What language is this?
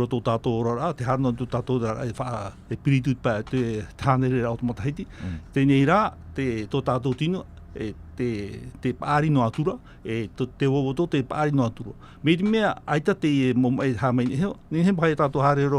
Tahitian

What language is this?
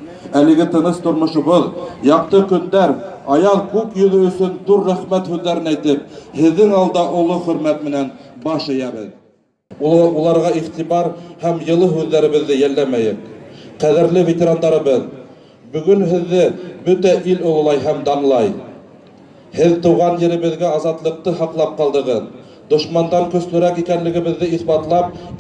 Bashkir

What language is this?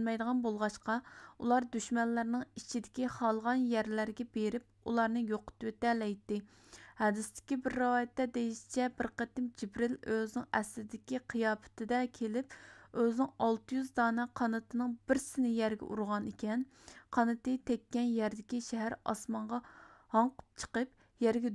Uyghur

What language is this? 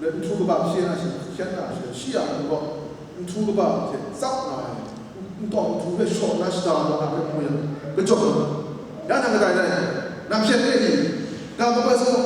Kachin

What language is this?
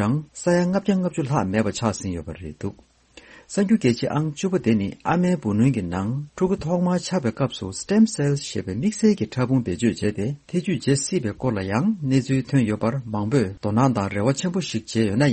Tibetan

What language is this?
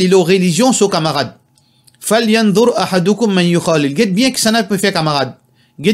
Morisyen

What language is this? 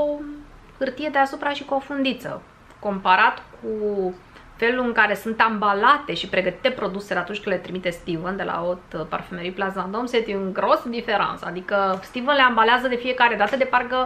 Romanian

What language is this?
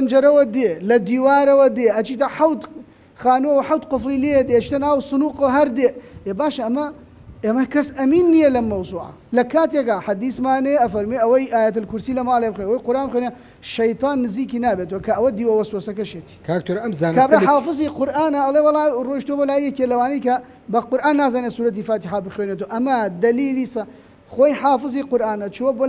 Central Kurdish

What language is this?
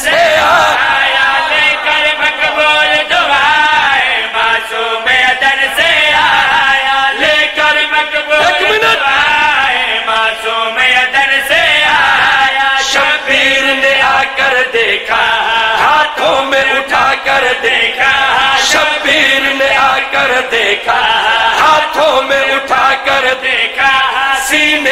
Urdu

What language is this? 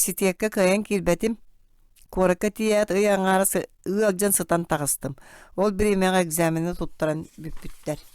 Yakut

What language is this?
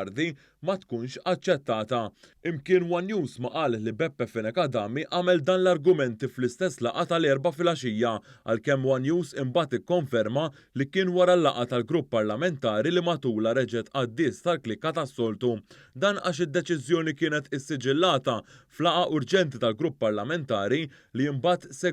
Maltese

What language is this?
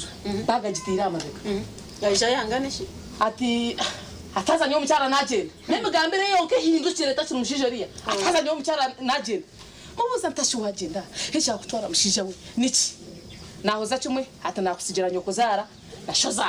Nyankole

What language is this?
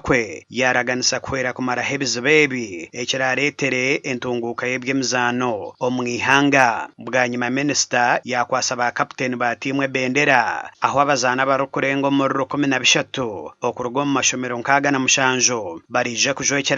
Nyankole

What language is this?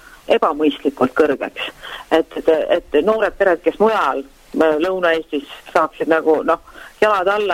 Estonian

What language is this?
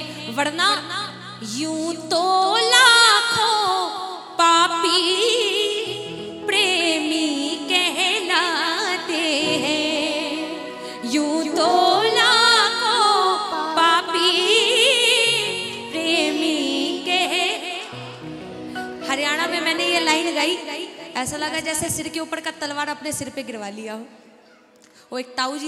Hindi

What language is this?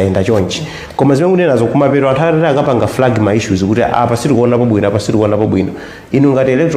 Nyanja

